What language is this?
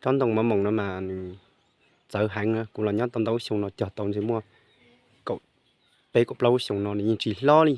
Hmong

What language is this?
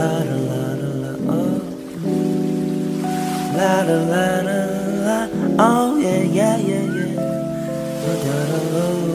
Korean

